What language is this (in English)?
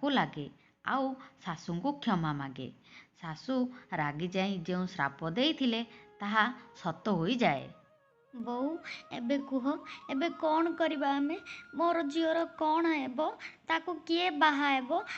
Odia